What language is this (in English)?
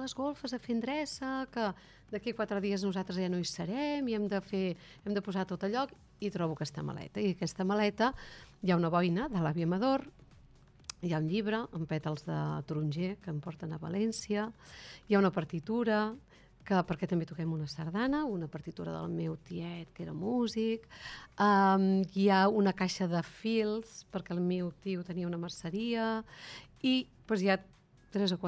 Catalan